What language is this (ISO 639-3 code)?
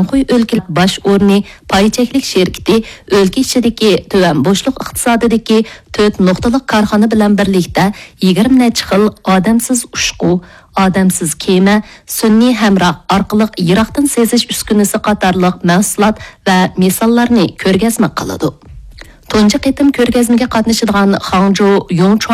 uig